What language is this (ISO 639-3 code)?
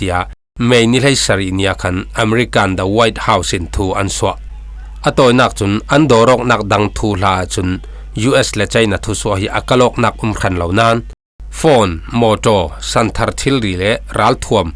cfm